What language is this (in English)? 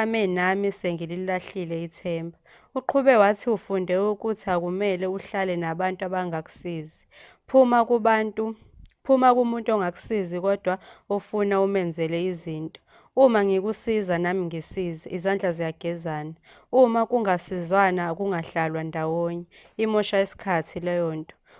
Zulu